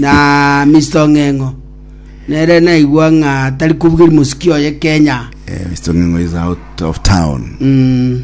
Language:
Gusii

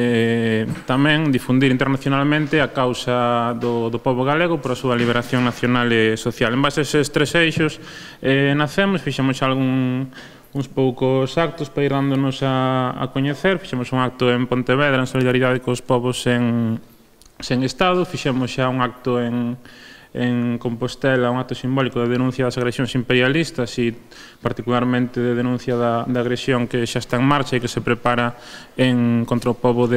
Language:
Galician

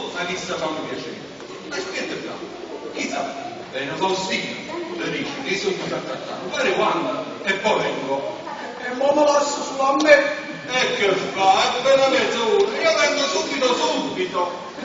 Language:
Neapolitan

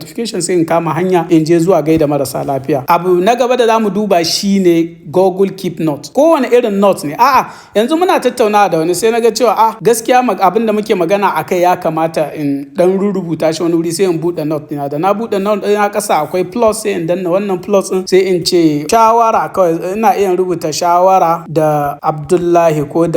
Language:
Hausa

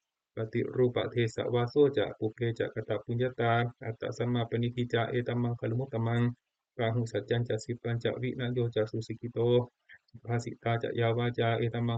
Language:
Pali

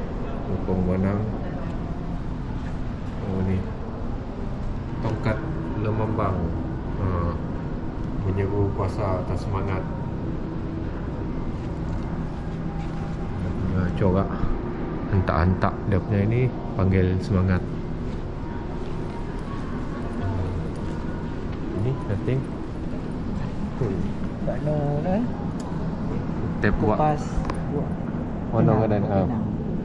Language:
Malay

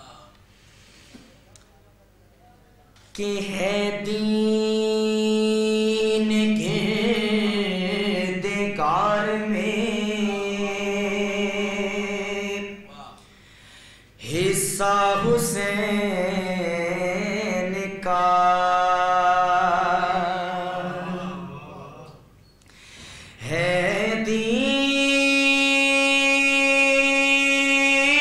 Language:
Urdu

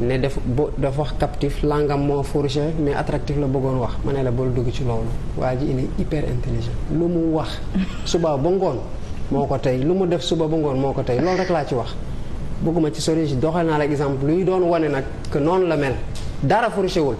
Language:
Wolof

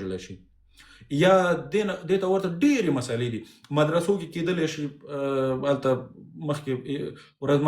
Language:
Pashto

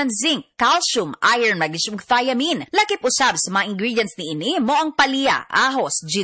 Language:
Cebuano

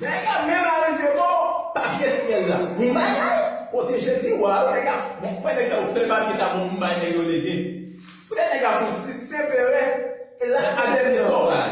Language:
Haitian Creole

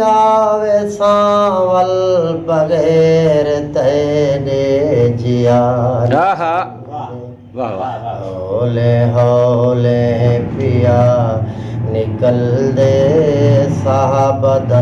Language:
Saraiki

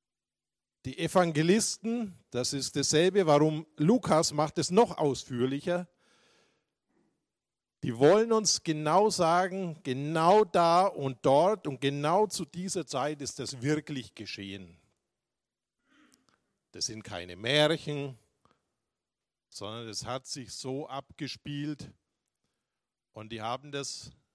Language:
German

